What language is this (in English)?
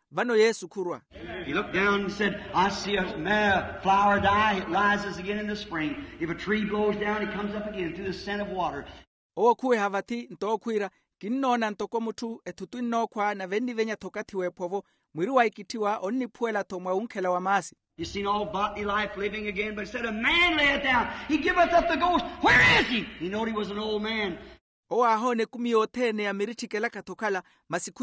Makhuwa